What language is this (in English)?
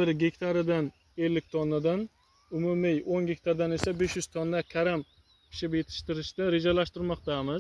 Uzbek